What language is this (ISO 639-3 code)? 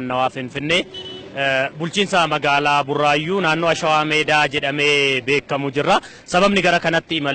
orm